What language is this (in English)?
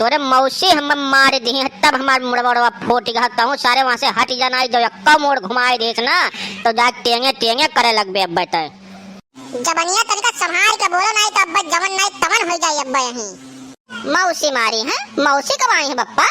Awadhi